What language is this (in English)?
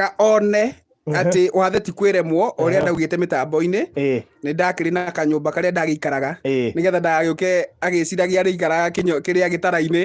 Kikuyu